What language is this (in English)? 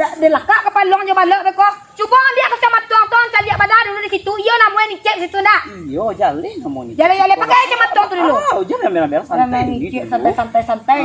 Minangkabau